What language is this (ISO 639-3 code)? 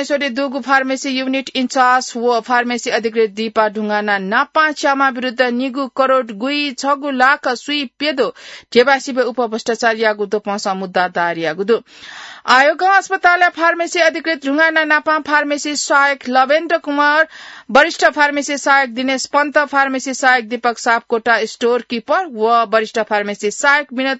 new